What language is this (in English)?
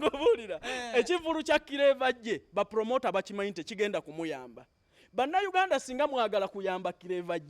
Ganda